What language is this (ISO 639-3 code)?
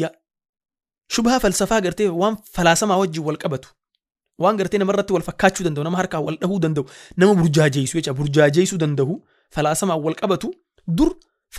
orm